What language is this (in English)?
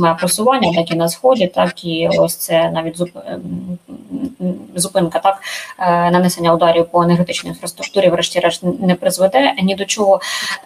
Ukrainian